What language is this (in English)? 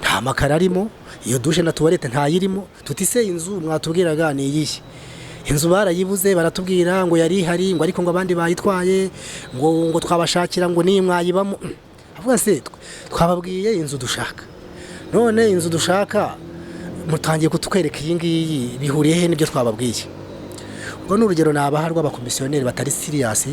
Kinyarwanda